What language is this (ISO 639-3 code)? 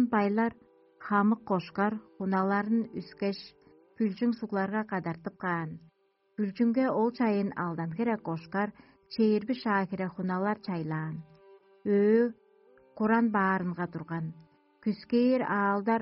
tyv